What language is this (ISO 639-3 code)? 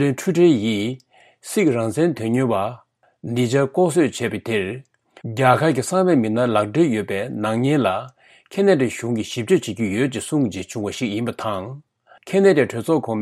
bod